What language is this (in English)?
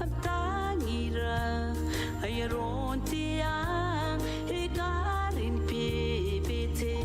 Gilbertese